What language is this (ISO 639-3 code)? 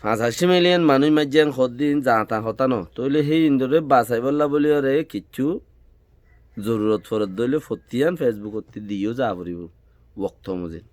rhg